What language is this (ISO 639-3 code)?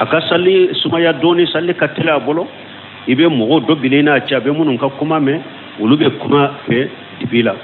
bam